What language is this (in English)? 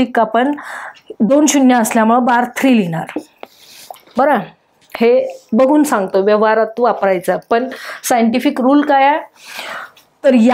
Marathi